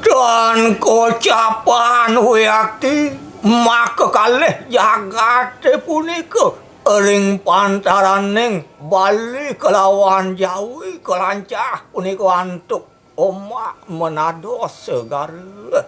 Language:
Balinese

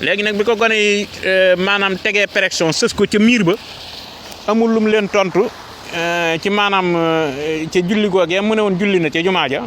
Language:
Wolof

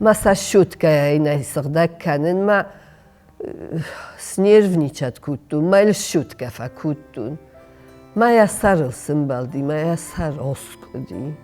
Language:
Ossetic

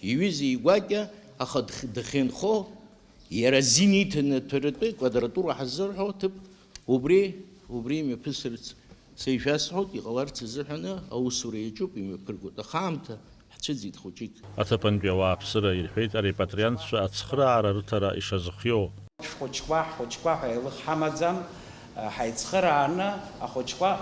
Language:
Abkhazian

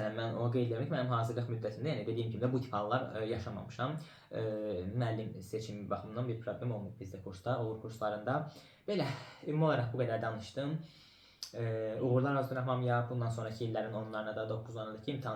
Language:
Azerbaijani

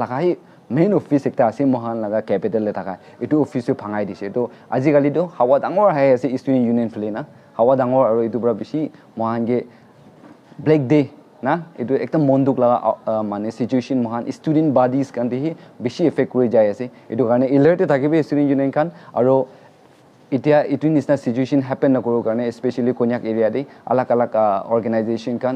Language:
Naga Pidgin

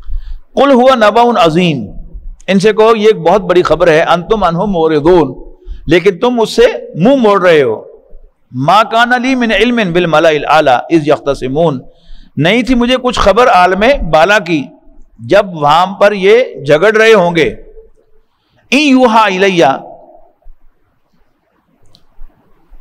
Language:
Urdu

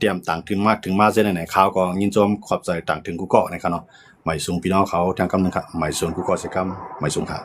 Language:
Shan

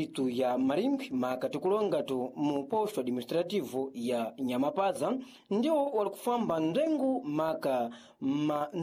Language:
Sena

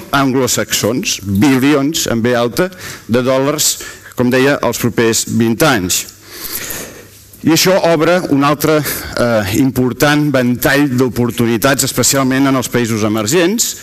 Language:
Catalan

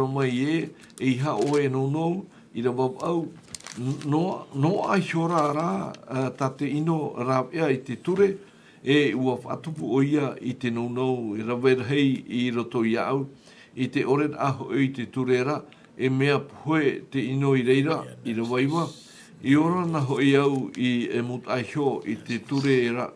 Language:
Tahitian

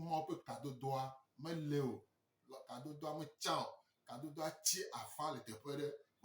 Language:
Gen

